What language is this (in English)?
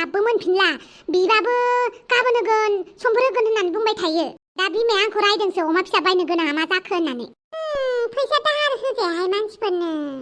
Bodo